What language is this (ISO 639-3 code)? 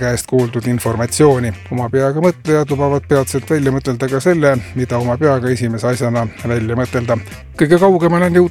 est